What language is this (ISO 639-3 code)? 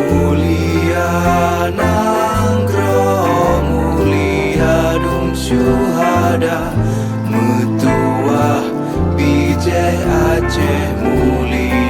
ace